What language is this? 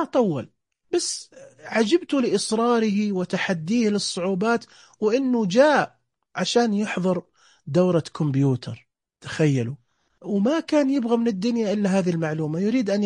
Najdi Arabic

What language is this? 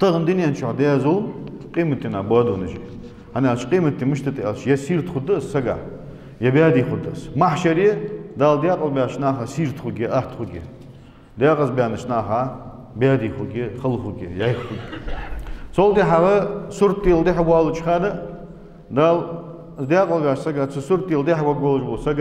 Ingush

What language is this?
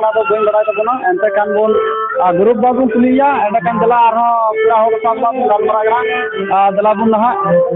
Santali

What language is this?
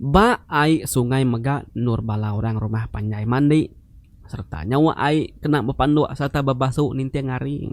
Iban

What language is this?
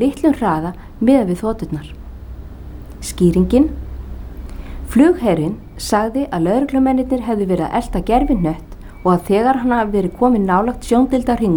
Icelandic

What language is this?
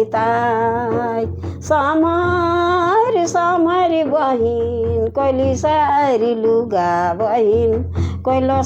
Sadri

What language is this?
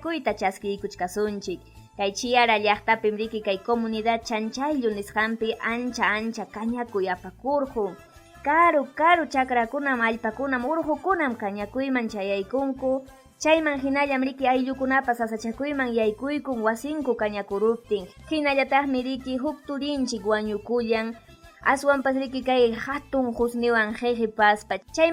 Ayacucho Quechua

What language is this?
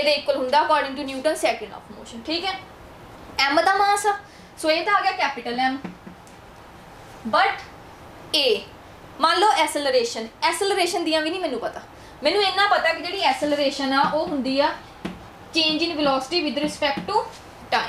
Punjabi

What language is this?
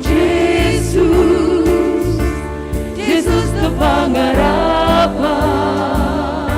Batak Simalungun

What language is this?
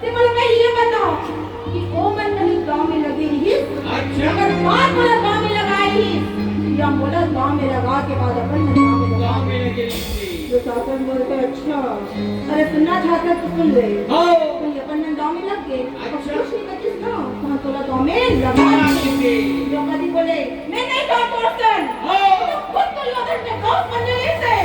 Chhattisgarhi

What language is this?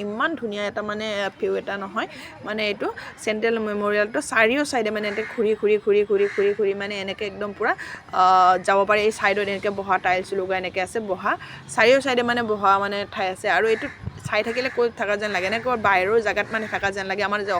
Assamese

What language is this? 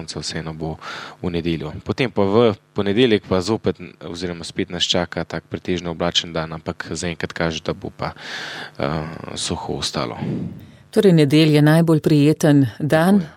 Slovenian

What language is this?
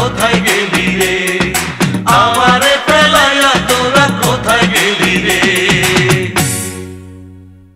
Bangla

